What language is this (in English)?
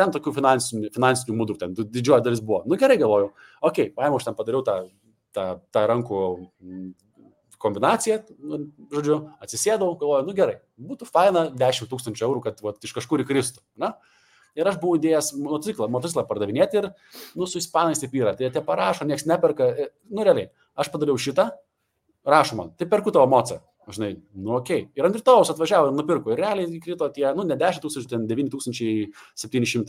Lithuanian